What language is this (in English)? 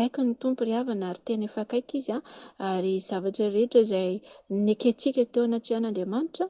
Malagasy